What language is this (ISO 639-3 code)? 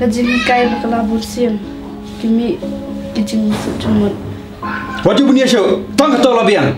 kha